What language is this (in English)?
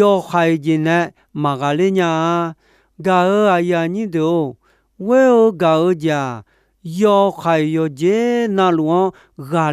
Akha